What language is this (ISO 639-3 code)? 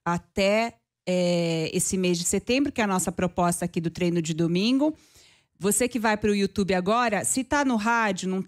por